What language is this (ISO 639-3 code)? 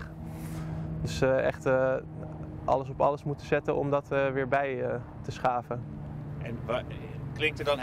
nld